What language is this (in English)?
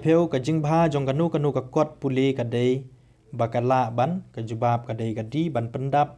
Khasi